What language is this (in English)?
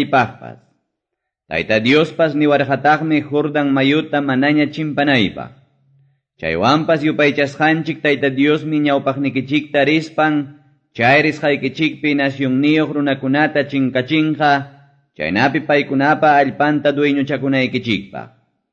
Quechua